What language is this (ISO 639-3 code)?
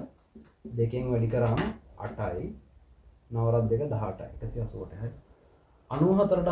sin